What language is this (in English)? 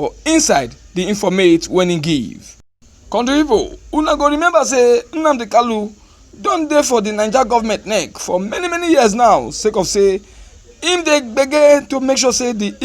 Nigerian Pidgin